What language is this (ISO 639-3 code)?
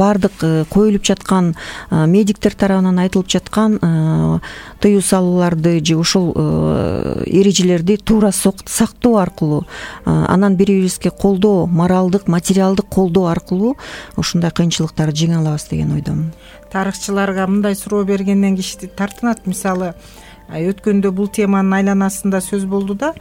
kir